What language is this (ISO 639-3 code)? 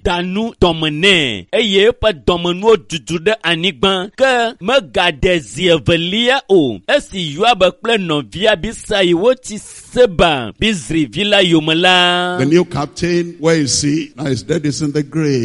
ewe